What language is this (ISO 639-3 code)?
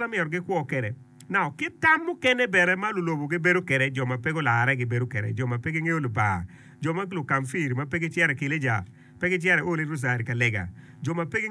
ach